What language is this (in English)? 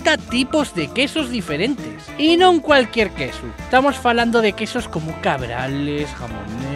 Asturian